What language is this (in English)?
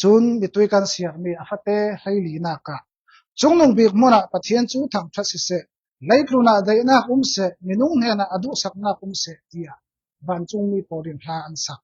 Falam Chin